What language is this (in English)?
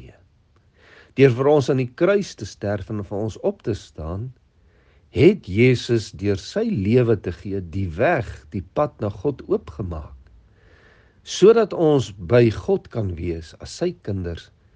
Afrikaans